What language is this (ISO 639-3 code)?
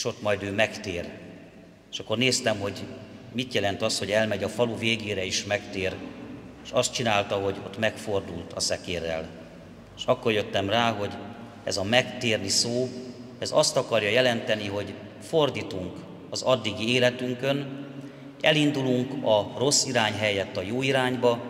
hun